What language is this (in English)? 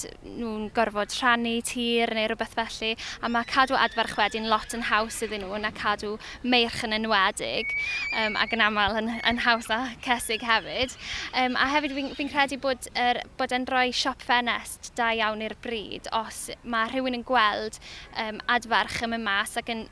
Welsh